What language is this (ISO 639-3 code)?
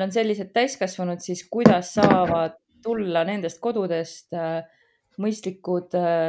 est